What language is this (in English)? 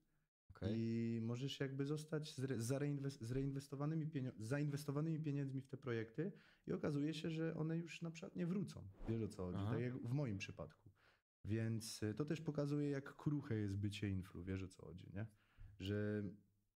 Polish